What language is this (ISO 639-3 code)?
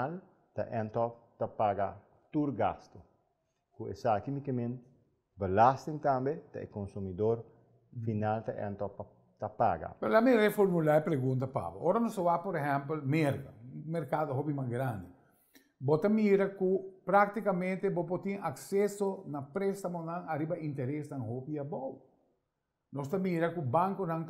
pap